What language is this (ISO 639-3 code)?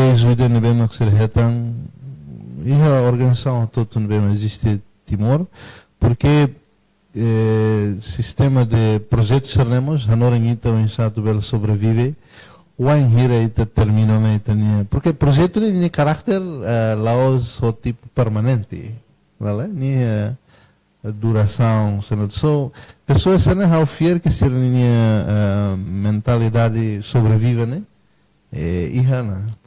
tet